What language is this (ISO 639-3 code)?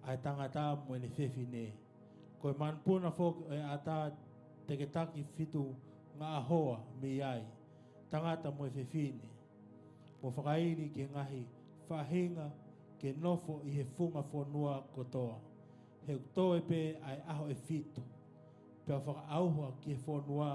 ton